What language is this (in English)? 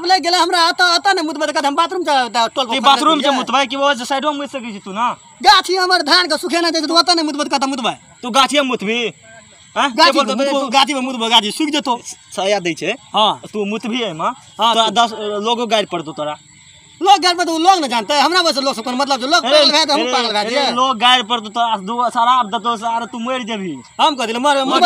Maithili